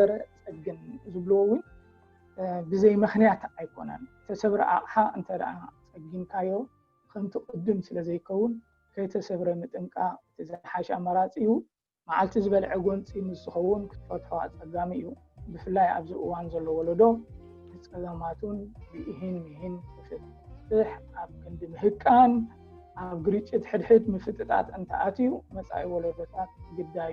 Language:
Tigrinya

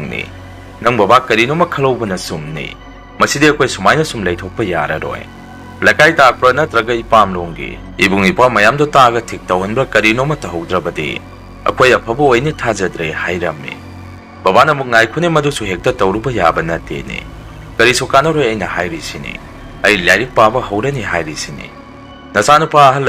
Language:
Manipuri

